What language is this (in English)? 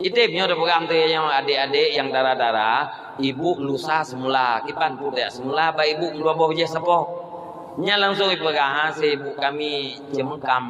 Achinese